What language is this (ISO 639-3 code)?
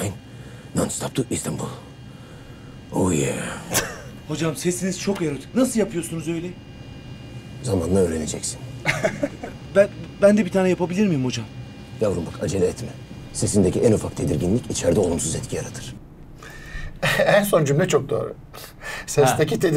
tur